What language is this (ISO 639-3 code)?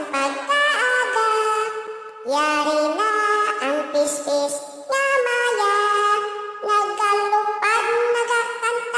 hil